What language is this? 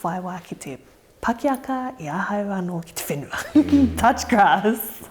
Māori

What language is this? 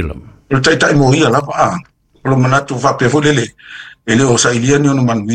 Samoan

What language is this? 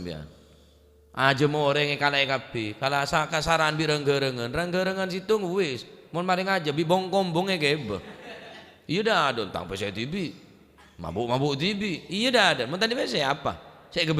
Madurese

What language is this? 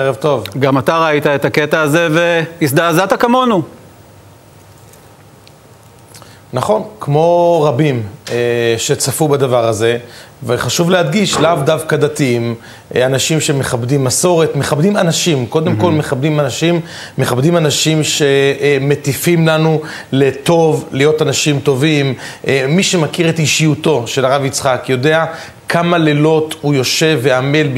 Hebrew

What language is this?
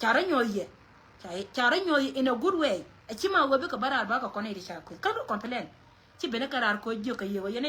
Nuer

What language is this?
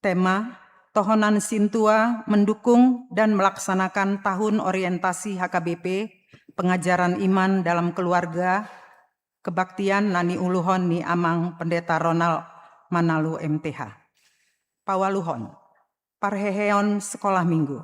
Batak Toba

